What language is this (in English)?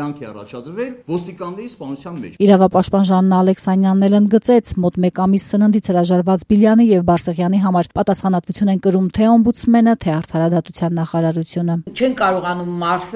Armenian